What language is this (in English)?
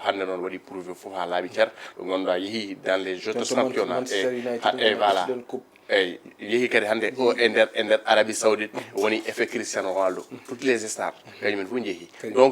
Fula